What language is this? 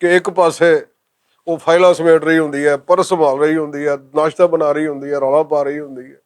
Western Panjabi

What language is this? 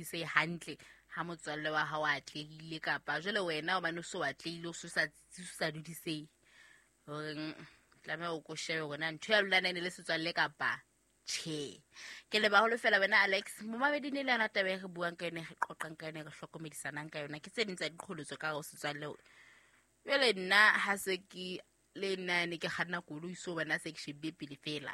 Southern Sotho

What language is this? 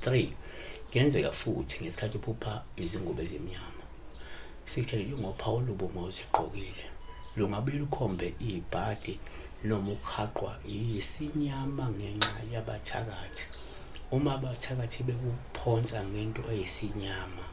Zulu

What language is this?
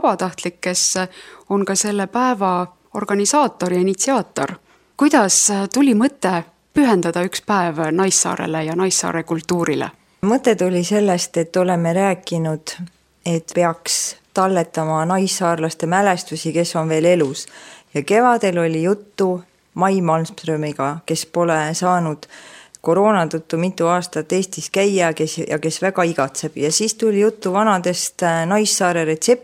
Estonian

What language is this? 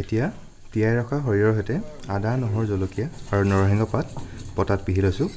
Assamese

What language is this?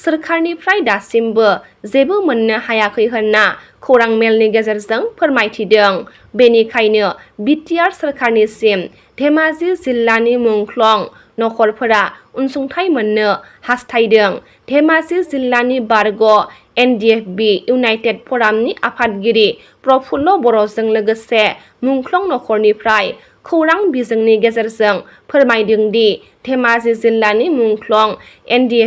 Bodo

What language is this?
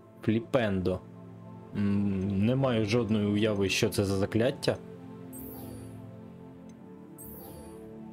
Ukrainian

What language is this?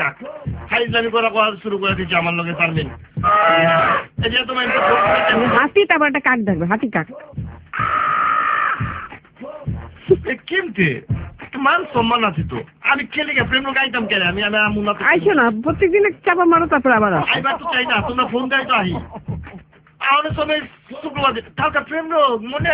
Bangla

